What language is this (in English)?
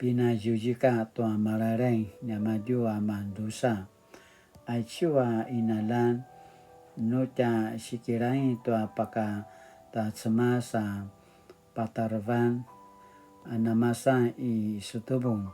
Paiwan